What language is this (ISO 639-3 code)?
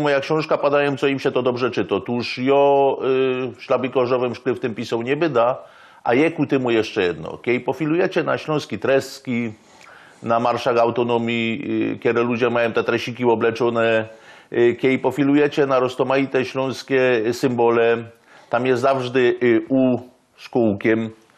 szl